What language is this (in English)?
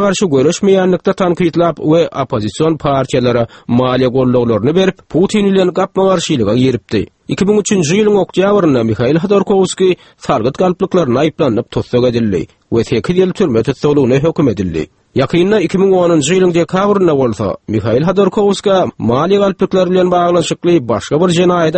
Turkmen